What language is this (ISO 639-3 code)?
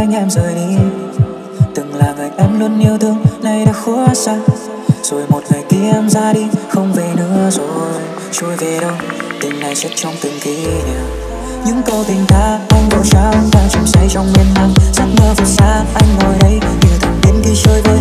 vie